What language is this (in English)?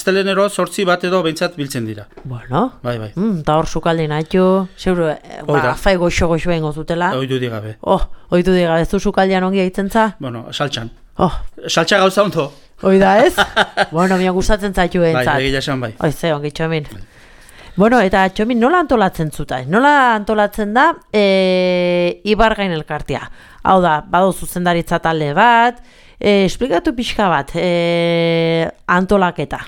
Basque